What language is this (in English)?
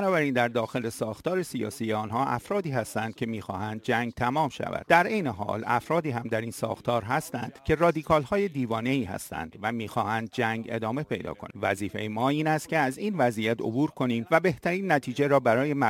Persian